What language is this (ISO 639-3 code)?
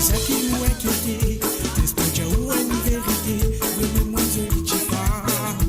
mfe